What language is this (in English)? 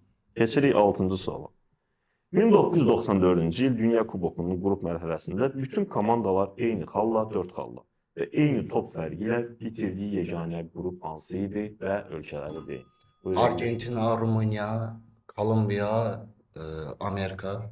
Azerbaijani